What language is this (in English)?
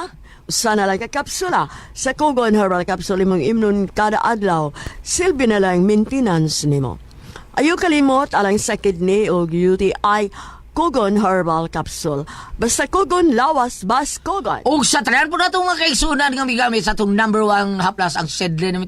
Cebuano